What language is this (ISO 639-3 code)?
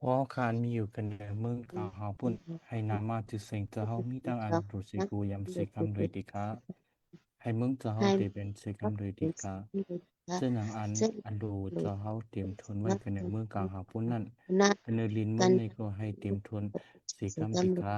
shn